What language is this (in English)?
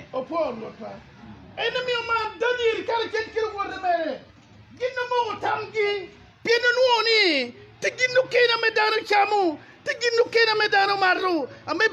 Acoli